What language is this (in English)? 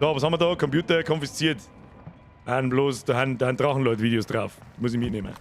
Bavarian